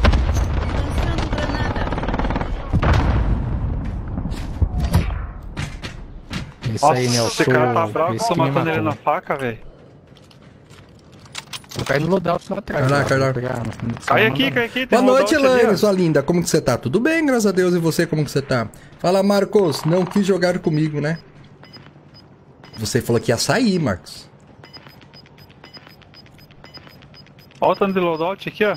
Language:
Portuguese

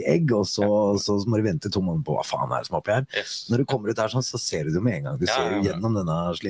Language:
Norwegian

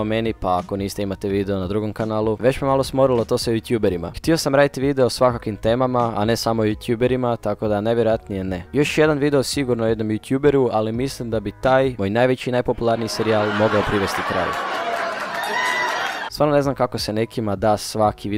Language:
Croatian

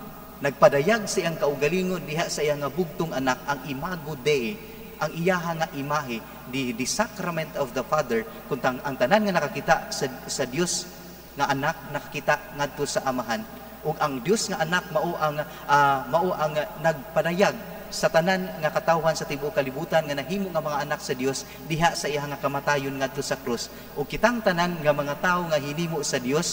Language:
Cebuano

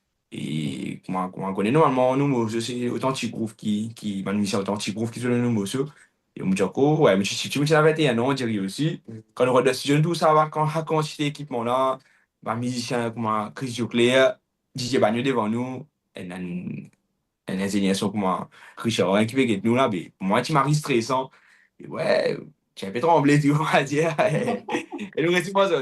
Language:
Morisyen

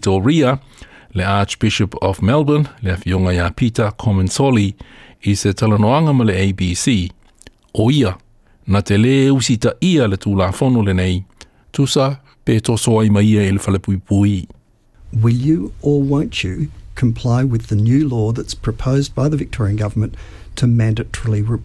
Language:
Samoan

